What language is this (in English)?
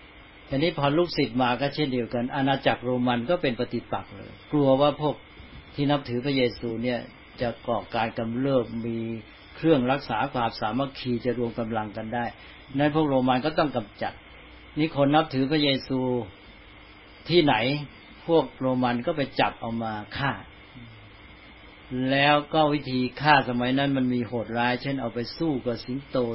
Thai